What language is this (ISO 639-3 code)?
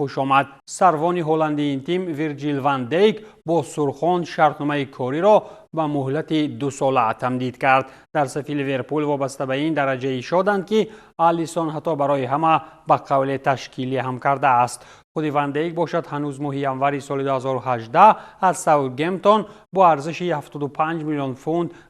tgk